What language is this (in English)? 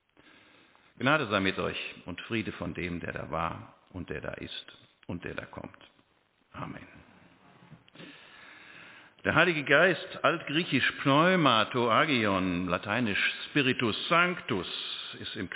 German